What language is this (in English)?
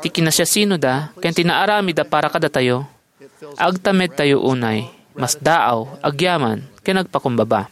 Iloko